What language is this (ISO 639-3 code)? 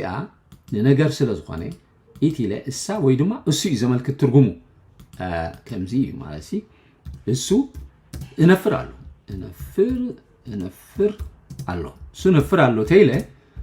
tir